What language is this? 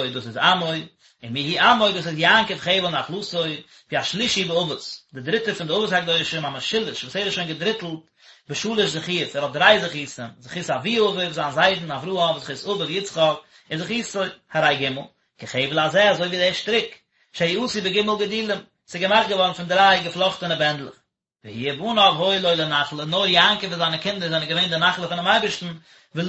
Yiddish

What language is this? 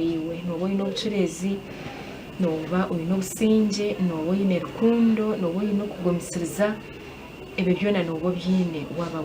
Nyankole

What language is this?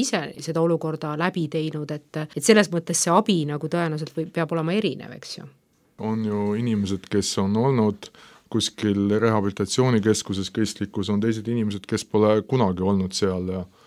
Estonian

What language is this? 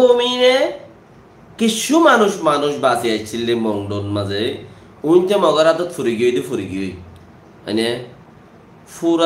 Rohingya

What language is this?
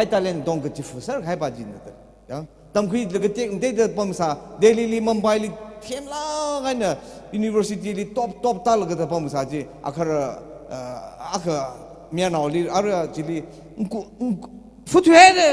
Tangkhul Naga (India)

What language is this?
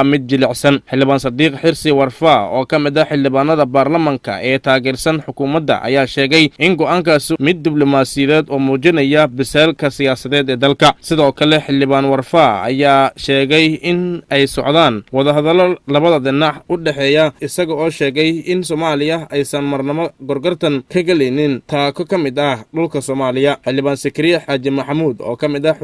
Somali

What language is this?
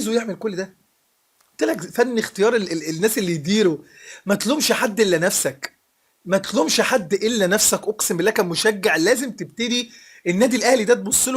Egyptian Arabic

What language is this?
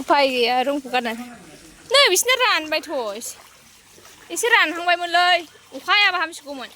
Bodo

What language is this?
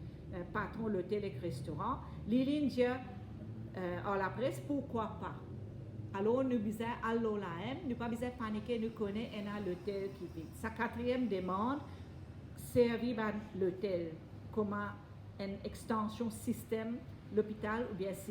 Morisyen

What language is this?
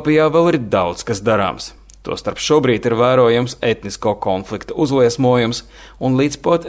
Latvian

